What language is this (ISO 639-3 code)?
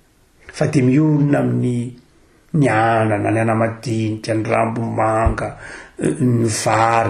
mlg